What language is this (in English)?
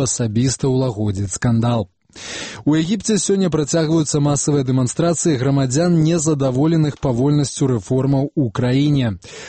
Belarusian